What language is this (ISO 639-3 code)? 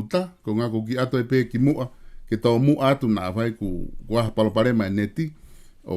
ton